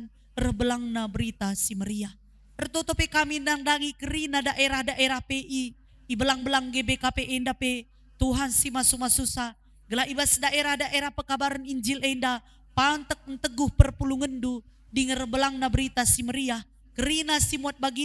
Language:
Batak Karo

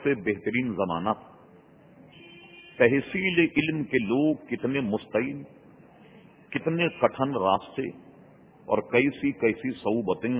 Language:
Urdu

